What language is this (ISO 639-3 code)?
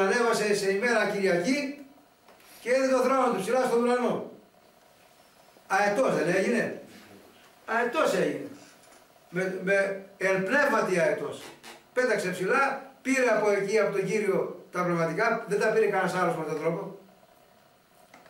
ell